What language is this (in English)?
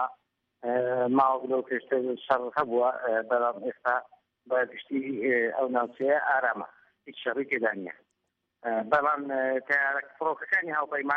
Central Kurdish